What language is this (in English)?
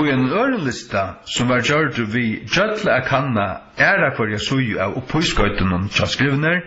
Faroese